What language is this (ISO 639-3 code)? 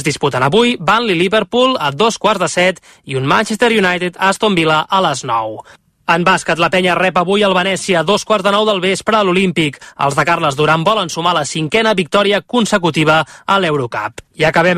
cat